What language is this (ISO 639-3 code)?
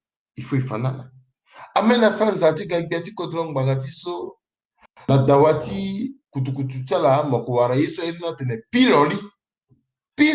sag